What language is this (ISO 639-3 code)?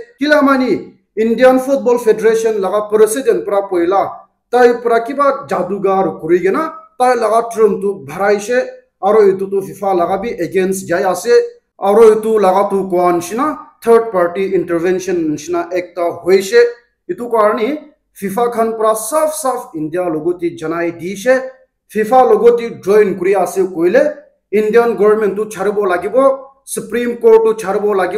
nag